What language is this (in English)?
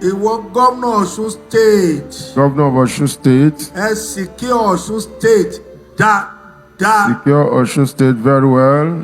Yoruba